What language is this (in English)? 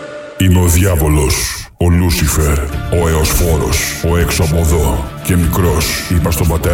Greek